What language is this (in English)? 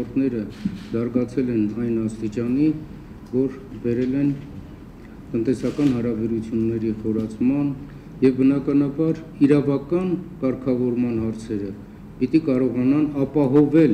Armenian